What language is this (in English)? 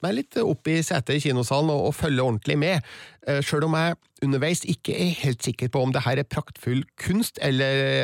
Norwegian